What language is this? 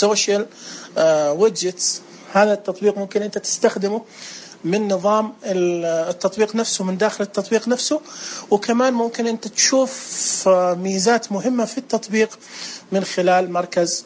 Najdi Arabic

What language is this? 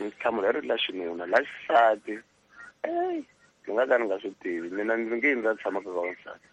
Tsonga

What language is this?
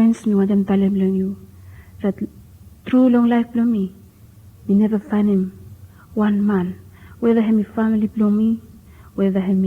Bislama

